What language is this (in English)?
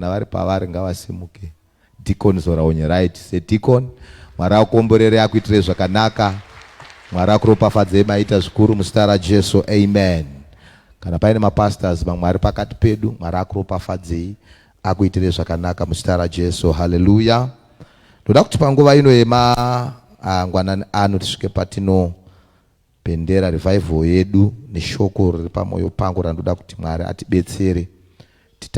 Shona